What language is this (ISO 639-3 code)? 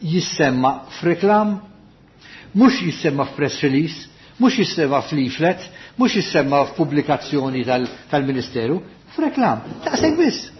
mlt